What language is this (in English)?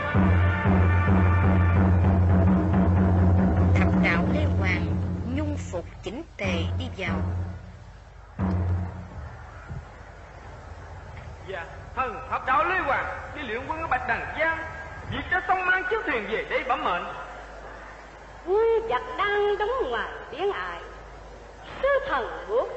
Vietnamese